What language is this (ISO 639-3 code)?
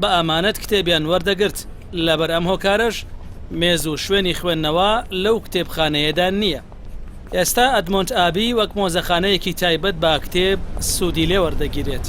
ckb